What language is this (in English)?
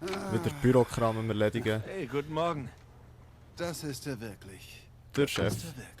Swiss German